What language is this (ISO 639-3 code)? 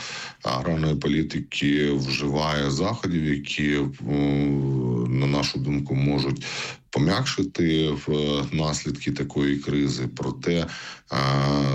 ukr